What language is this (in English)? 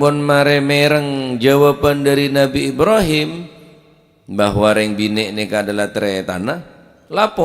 Madurese